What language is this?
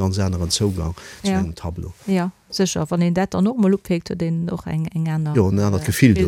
Luxembourgish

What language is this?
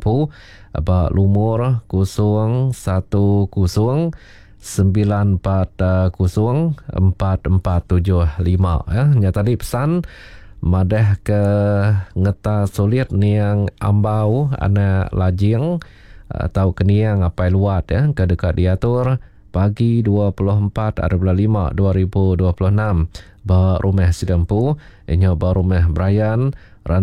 Iban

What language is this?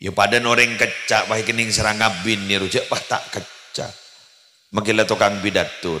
Madurese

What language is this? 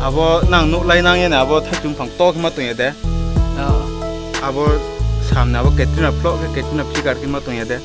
Riang (India)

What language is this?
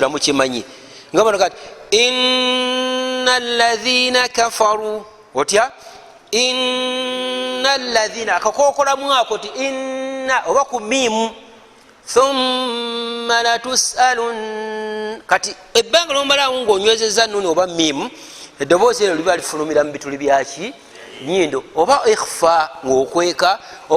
Ganda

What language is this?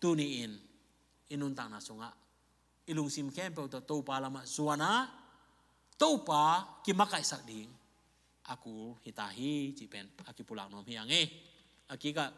Tedim Chin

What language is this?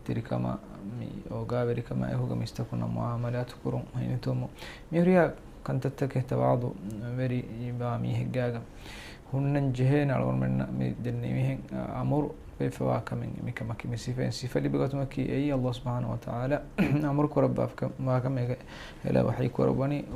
Divehi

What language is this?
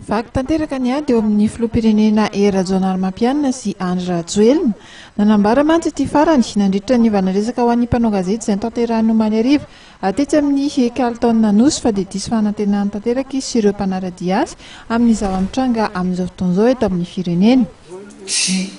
Malagasy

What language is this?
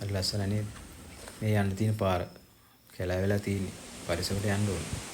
Sinhala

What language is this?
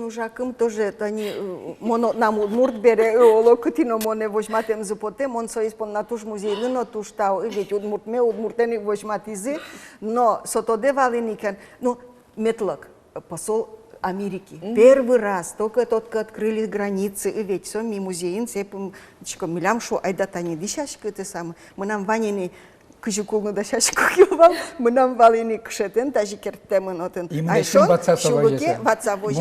Udmurt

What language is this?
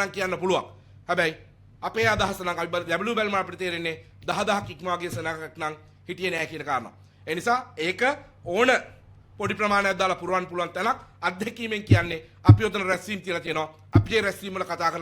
Sinhala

